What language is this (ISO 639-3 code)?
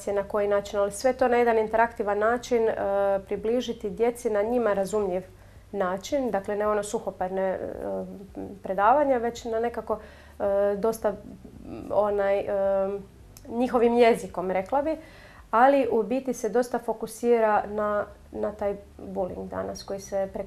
hrv